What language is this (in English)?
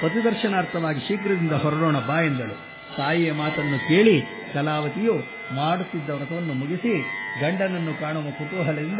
Kannada